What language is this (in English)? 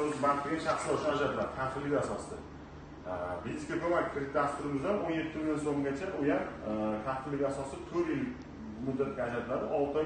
Uzbek